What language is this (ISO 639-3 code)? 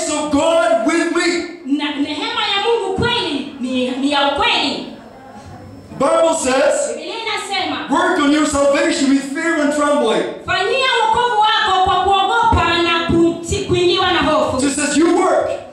swa